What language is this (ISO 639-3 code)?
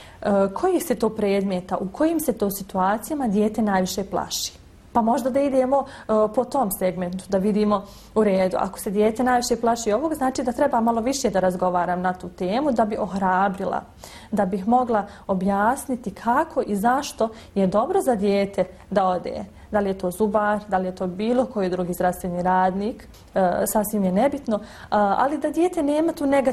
bos